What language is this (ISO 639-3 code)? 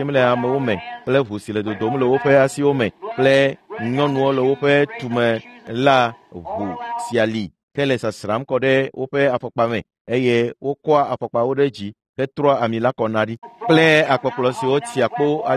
ewe